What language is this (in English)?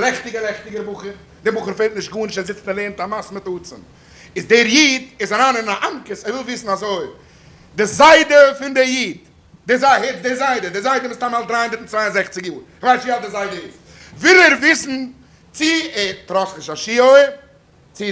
Yiddish